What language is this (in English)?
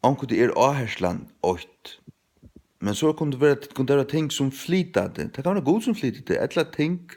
Faroese